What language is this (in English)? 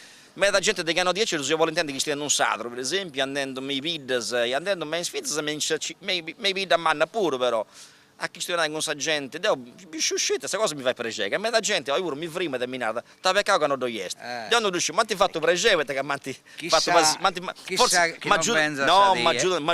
Sardinian